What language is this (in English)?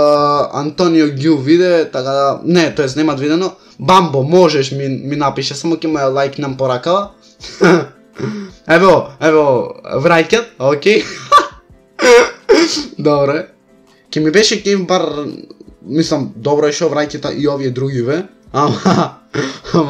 Macedonian